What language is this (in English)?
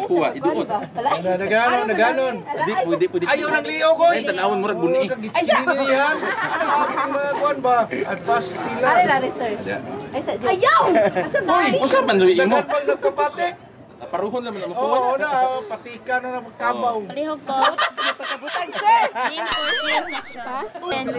Cebuano